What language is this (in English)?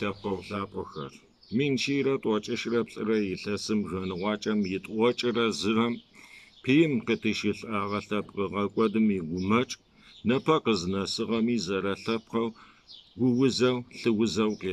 Kabardian